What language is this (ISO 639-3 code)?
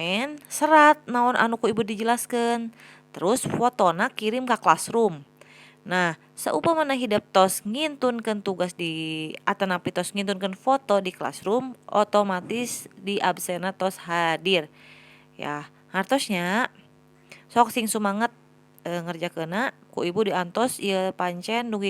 sun